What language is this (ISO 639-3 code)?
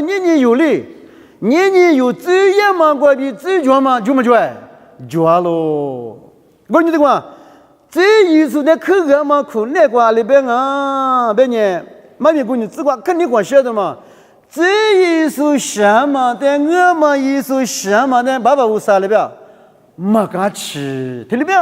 lis